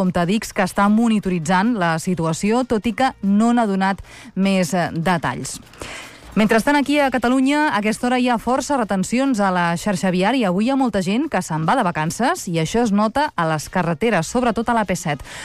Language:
Catalan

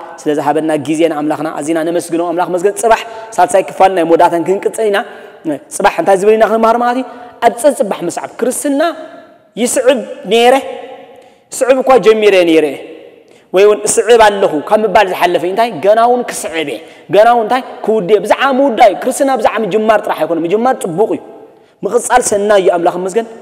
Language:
Tigrinya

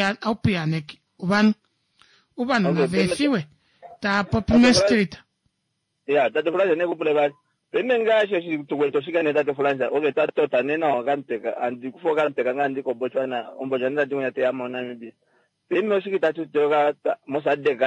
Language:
Kuanyama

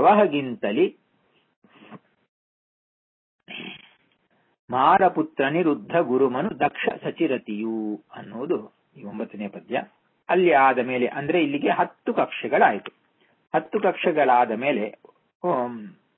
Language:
Kannada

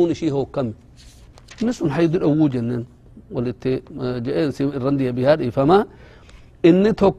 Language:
Oromo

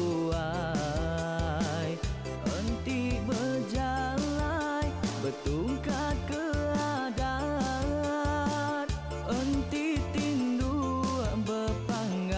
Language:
Iban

